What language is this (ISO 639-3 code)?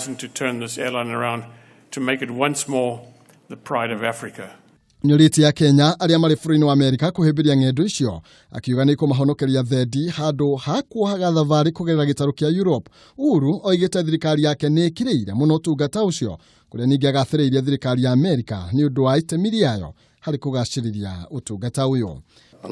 kik